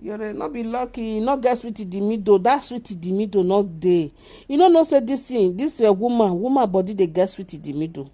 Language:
Nigerian Pidgin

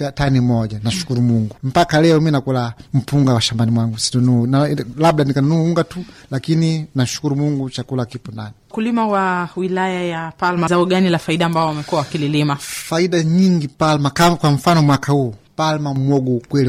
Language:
Swahili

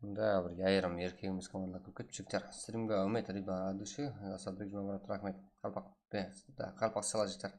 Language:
Kara-Kalpak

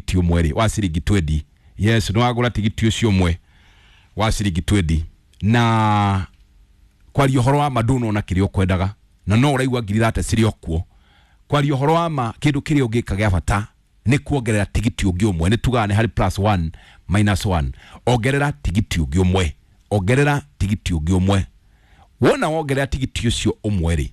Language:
Kikuyu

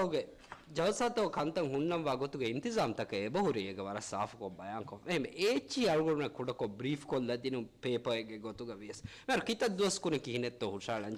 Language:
Divehi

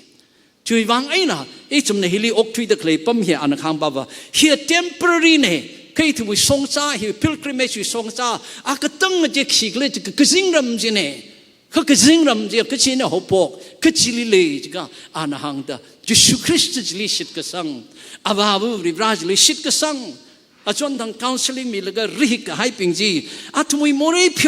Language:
Tangkhul Naga (India)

